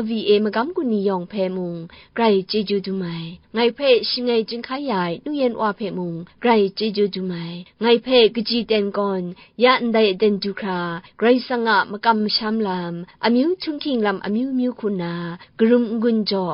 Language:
Kachin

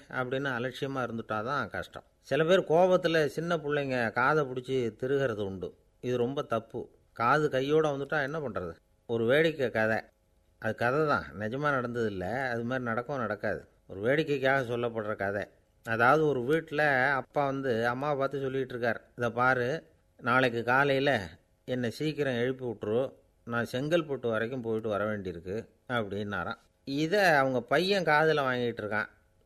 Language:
Tamil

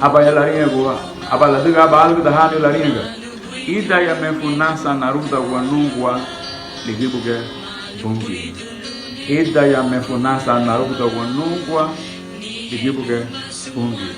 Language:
Garifuna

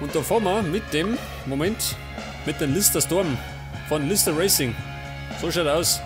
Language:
Bavarian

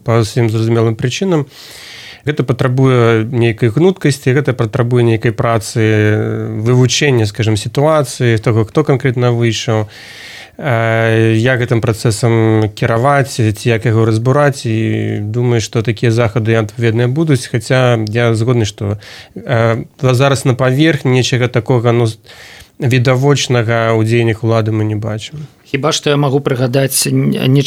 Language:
Belarusian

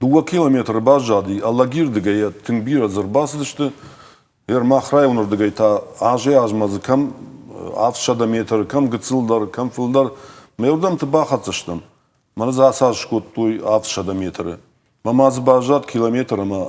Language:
Ossetic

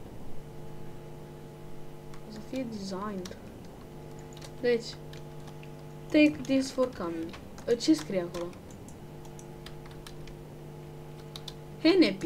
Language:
Romanian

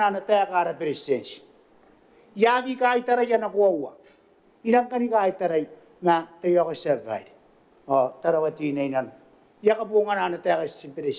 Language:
Gilbertese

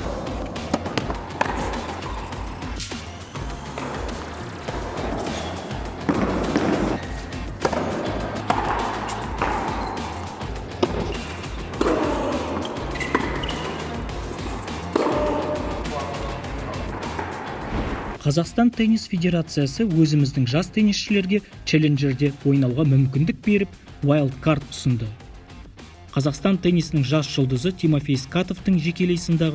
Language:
Kazakh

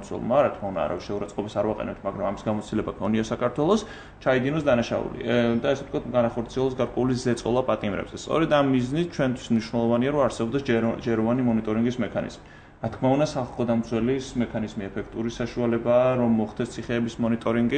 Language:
Georgian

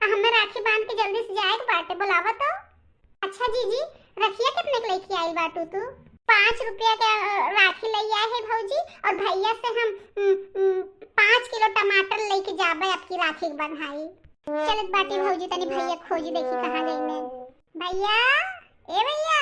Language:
Bhojpuri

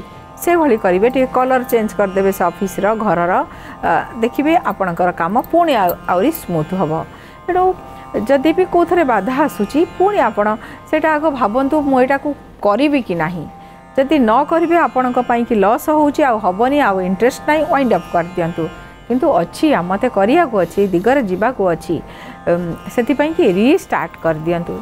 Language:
Odia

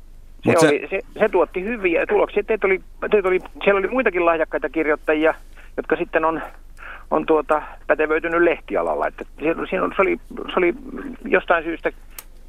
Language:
Finnish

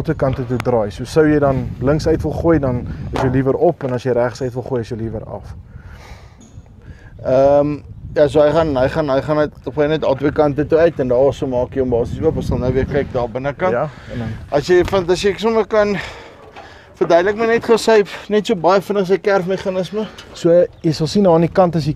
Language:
Afrikaans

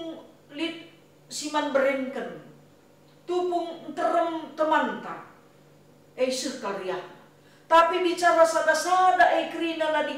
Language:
Batak Karo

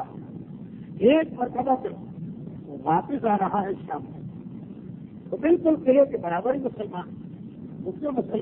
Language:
Urdu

